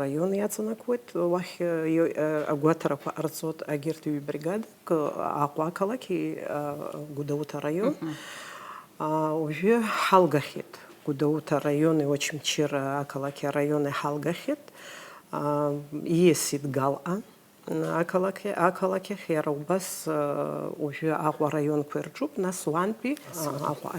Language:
Abkhazian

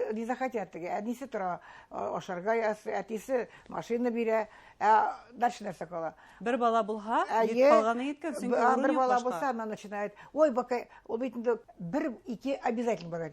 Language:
Bashkir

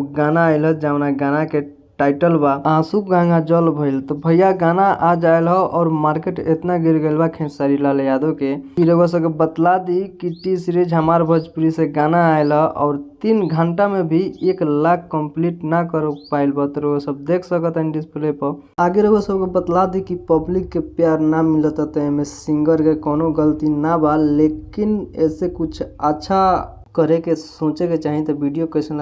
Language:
Bhojpuri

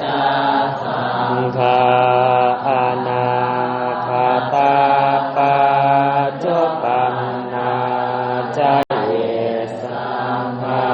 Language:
Pali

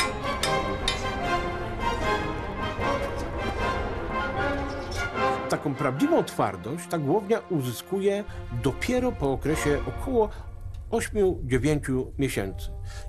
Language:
Polish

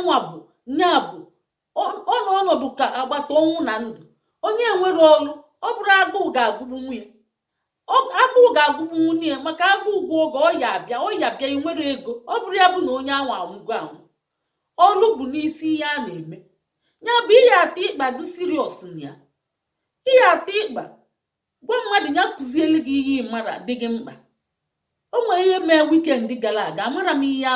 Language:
Igbo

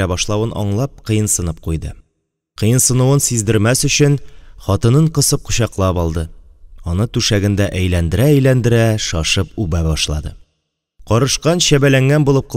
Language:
Tatar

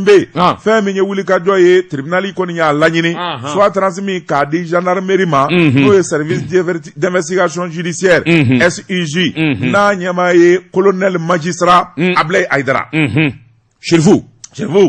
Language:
Bambara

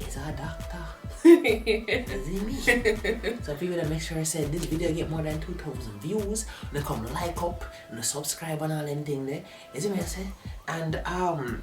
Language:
Jamaican Creole English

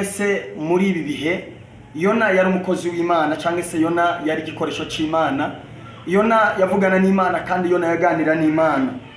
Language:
Kinyarwanda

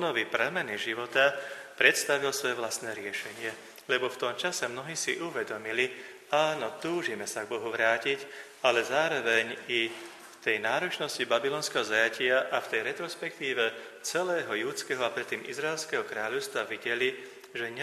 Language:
Slovak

